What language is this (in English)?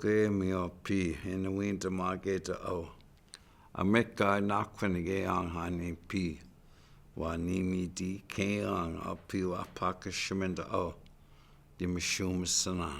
Chippewa